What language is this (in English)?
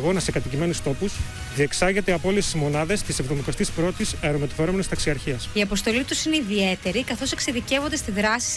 Greek